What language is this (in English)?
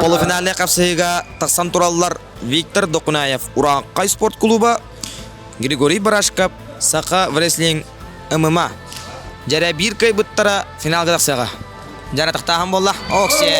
Yakut